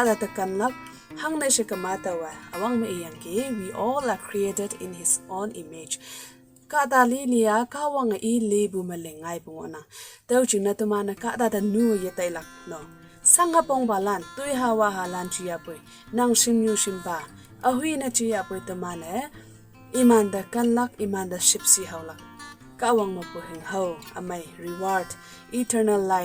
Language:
Konyak Naga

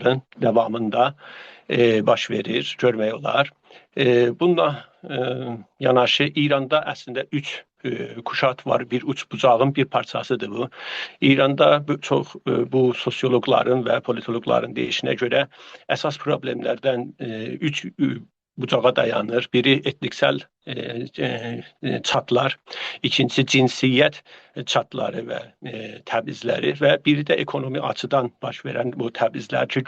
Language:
South Azerbaijani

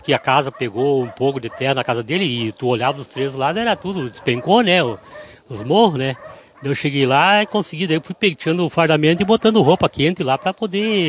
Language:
Portuguese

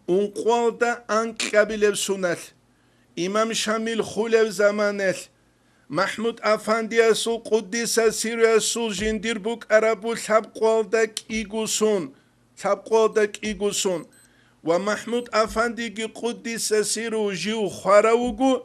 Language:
Avaric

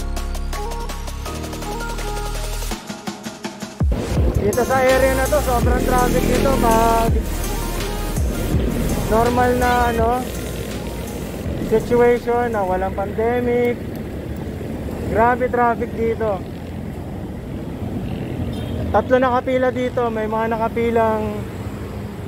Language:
Filipino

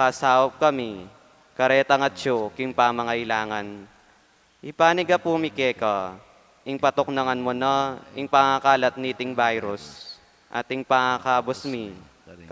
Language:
Pampanga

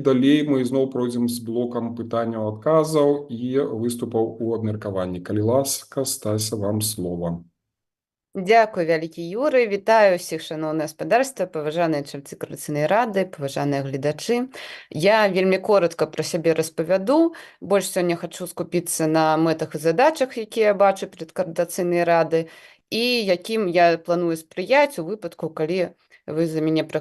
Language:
Belarusian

